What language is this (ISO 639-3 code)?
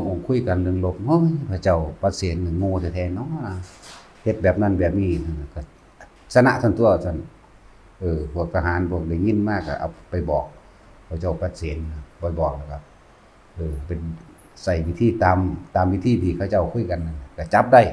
lao